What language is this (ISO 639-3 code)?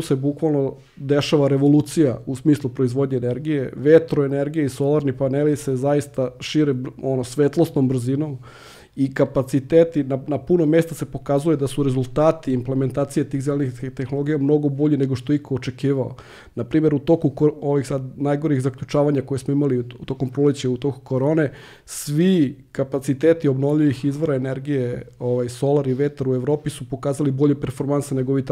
srp